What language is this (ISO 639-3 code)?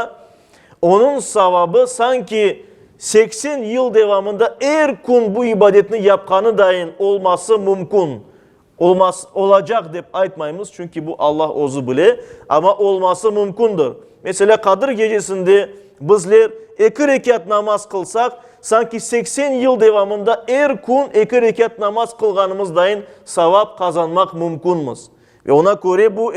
crh